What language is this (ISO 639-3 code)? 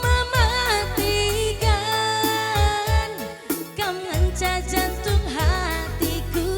btx